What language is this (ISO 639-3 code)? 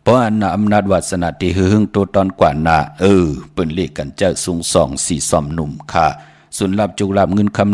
shn